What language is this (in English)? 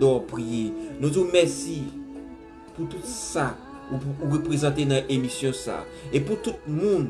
Haitian Creole